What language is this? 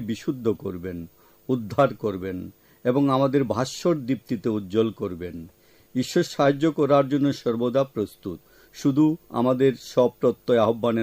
Bangla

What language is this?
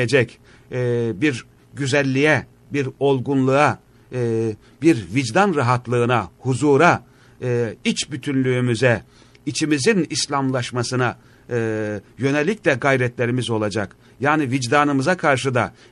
Turkish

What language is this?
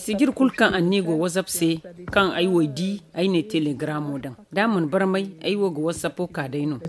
Zarma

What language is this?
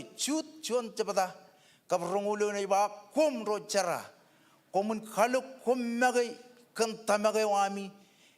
Marshallese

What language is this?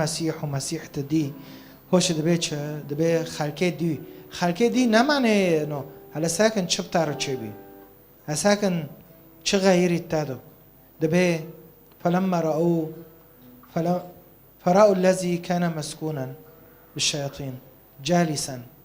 Kurdish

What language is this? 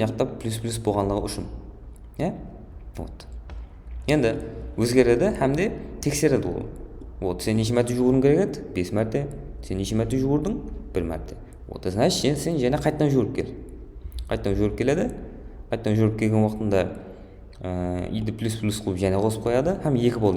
Kara-Kalpak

